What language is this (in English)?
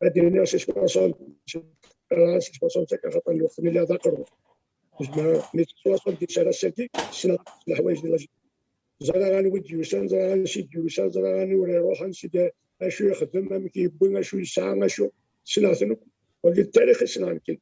Kabyle